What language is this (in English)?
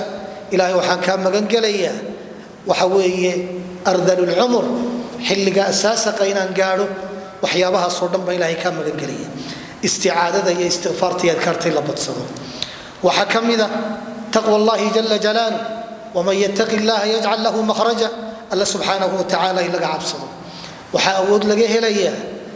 Somali